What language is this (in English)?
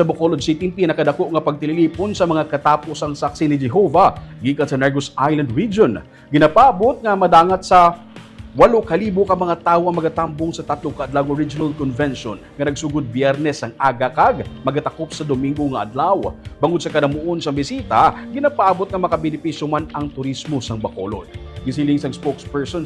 Hiligaynon